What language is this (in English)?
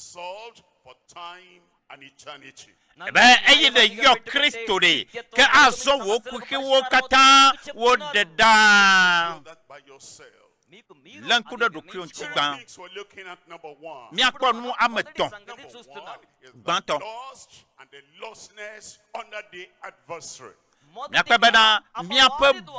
Ewe